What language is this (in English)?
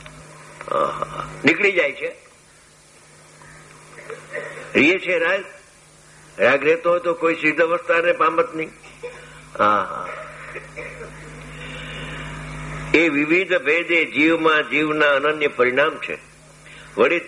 Gujarati